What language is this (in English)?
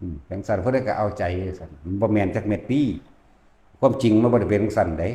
Lao